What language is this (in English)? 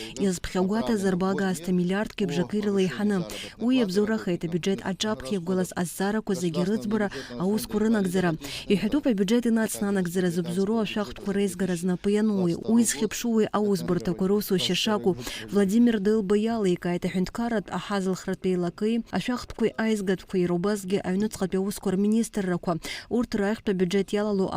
Abkhazian